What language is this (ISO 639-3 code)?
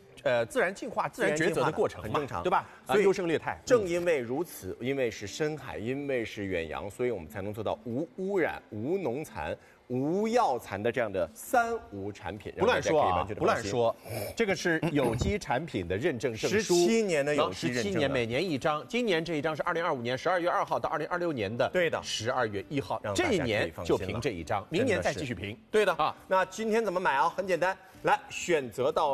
zho